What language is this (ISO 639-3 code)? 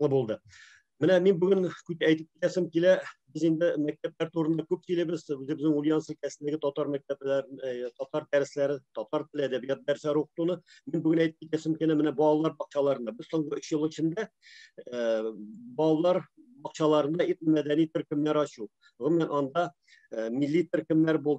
tat